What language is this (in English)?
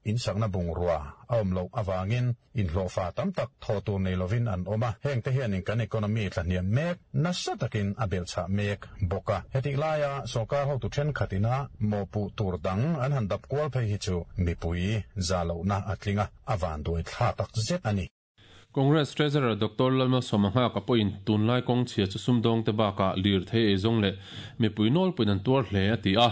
Mizo